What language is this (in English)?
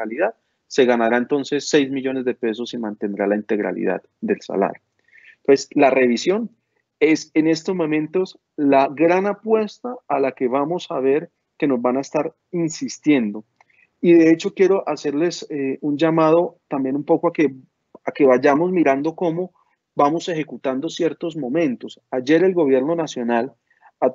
Spanish